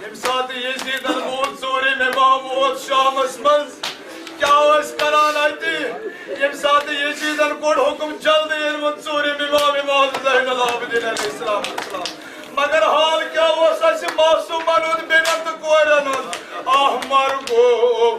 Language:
Kashmiri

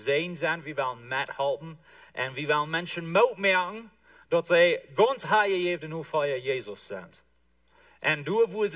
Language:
Plautdietsch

